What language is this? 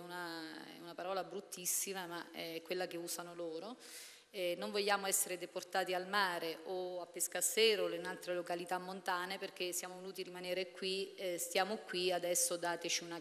Italian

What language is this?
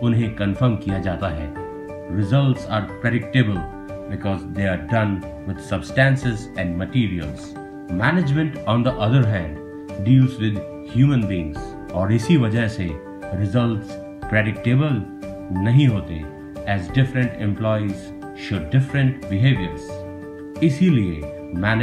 Hindi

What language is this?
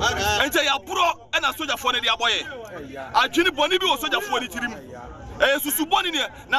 Akan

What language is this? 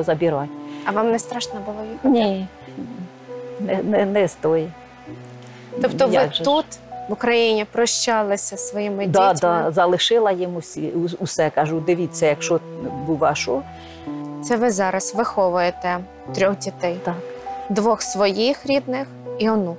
Ukrainian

